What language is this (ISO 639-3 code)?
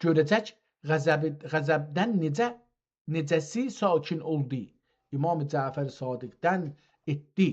azb